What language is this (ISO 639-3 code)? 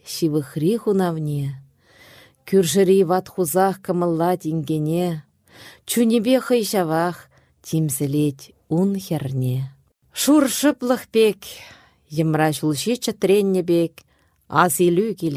chv